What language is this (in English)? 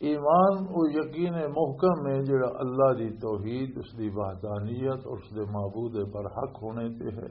Western Panjabi